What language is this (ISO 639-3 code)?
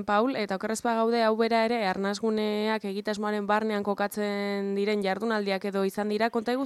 eus